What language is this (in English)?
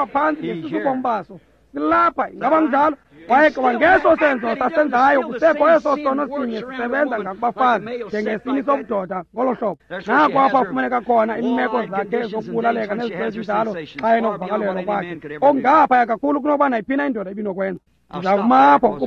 Xhosa